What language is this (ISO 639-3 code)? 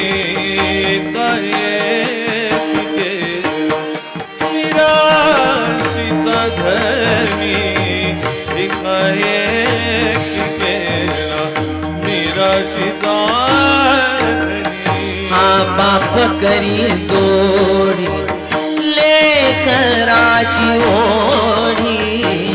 mar